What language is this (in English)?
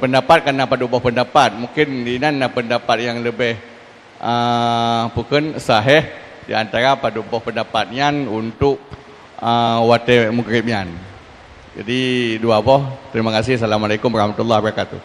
Achinese